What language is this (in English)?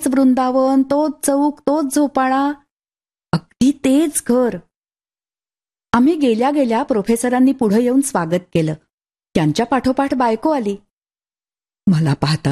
Marathi